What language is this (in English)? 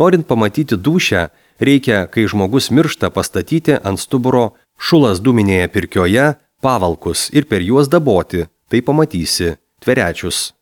Lithuanian